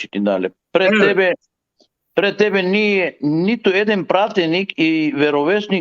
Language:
Balkan Romani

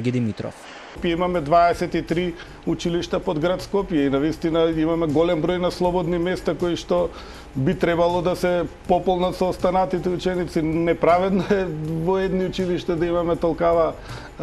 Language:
Macedonian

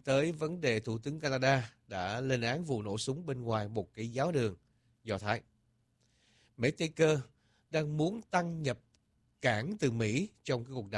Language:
Vietnamese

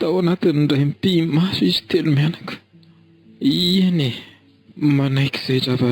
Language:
Malagasy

